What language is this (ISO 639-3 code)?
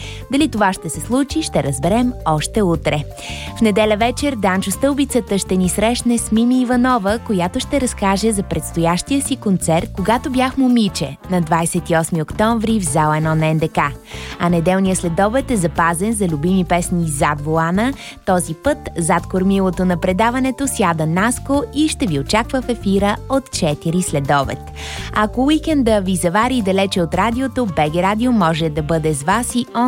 bul